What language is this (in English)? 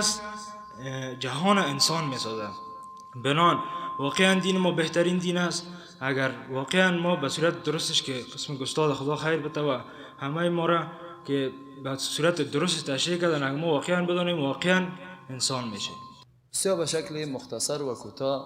Persian